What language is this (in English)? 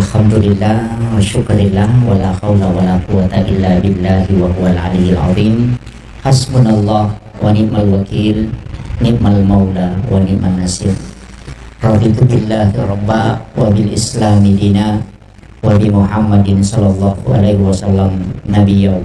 Buginese